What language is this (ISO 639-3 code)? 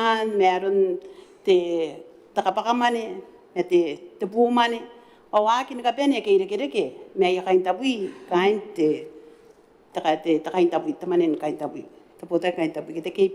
gil